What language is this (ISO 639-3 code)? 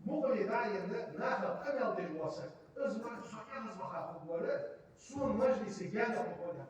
inh